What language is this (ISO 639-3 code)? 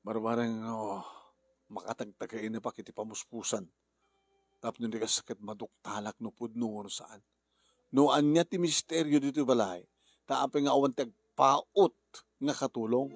ilo